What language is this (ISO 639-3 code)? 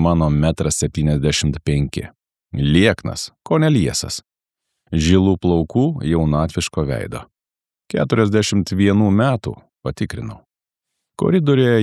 lit